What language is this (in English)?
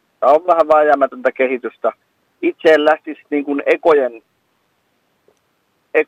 Finnish